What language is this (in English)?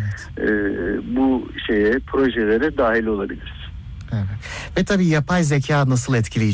Turkish